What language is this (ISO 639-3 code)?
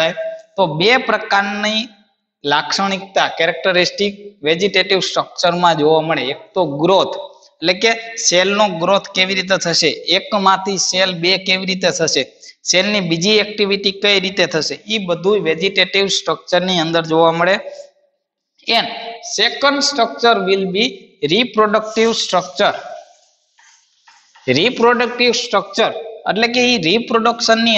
guj